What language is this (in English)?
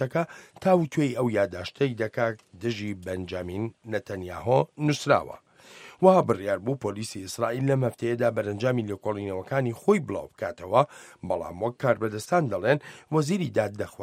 Central Kurdish